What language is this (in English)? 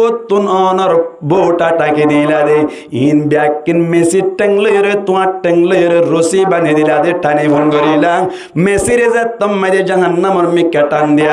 Rohingya